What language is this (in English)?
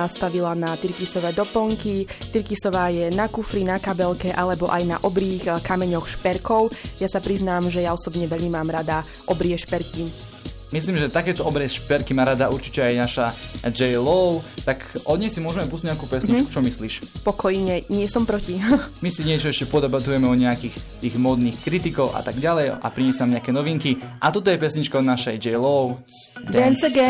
Slovak